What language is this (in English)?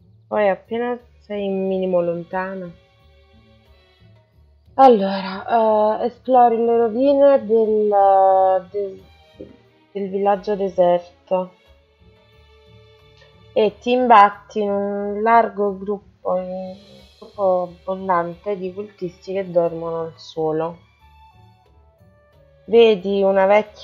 Italian